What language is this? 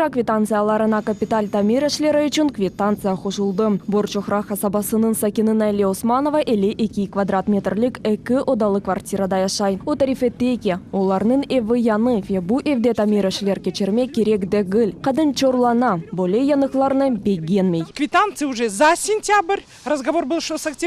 Crimean Tatar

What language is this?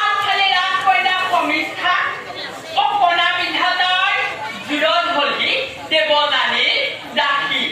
Assamese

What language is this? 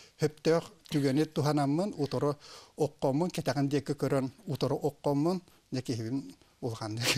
Yakut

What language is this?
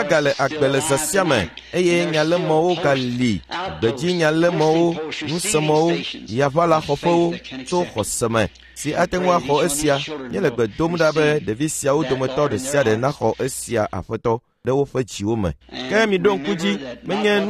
Ewe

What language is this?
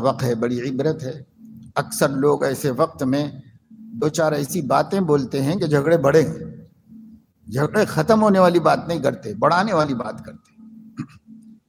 Urdu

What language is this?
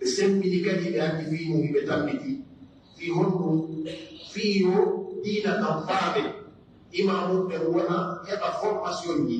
Pular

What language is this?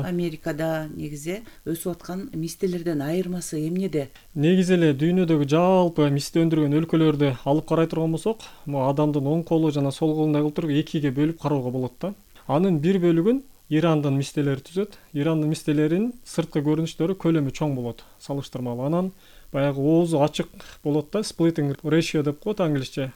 Kyrgyz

